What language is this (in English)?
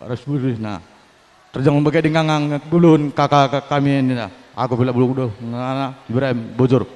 Batak Karo